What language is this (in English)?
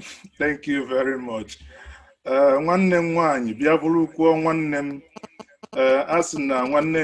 Igbo